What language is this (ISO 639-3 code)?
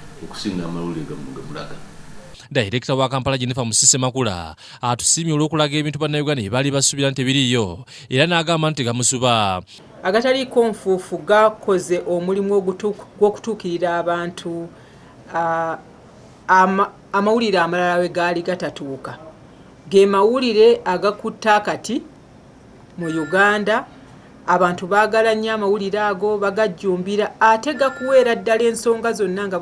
lug